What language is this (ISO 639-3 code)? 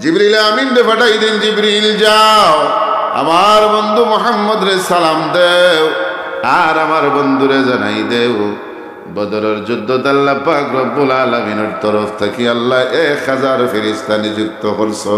syl